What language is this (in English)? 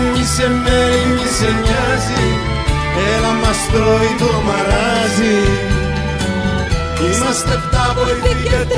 Greek